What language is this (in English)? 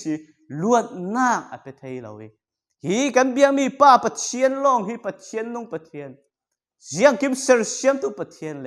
Falam Chin